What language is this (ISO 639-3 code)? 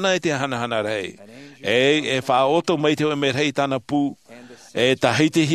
tah